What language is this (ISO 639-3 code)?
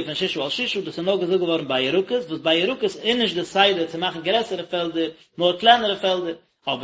yid